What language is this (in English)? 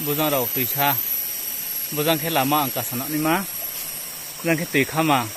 Riang (India)